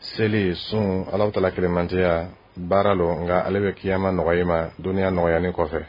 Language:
Dyula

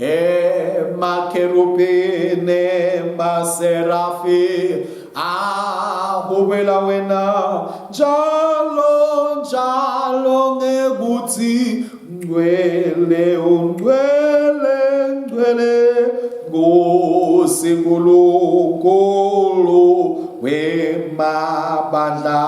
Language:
Swati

